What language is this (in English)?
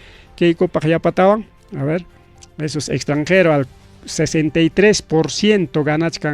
Ayacucho Quechua